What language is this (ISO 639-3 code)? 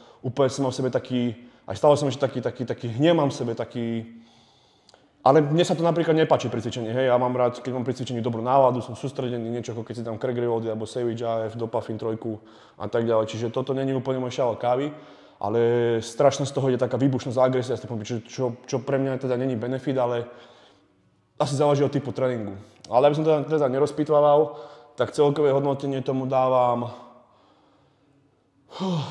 slk